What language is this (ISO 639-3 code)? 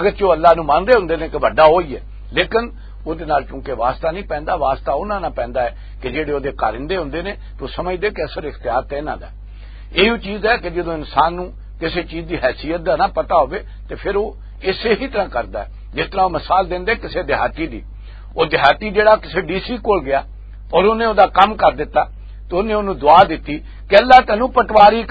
lah